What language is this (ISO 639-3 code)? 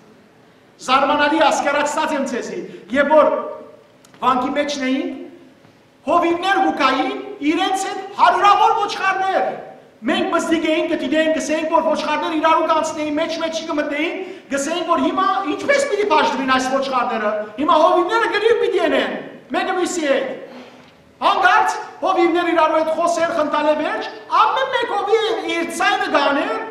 hyw